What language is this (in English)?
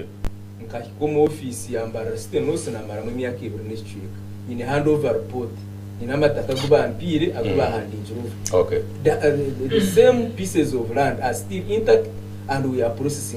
Nyankole